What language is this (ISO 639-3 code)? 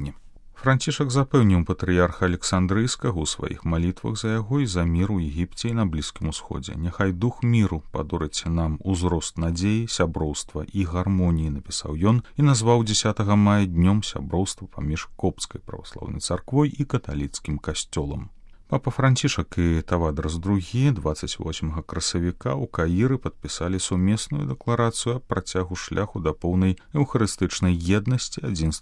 bel